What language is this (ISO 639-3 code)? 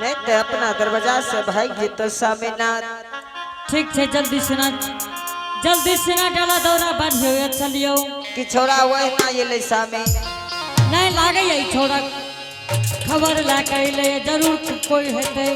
anp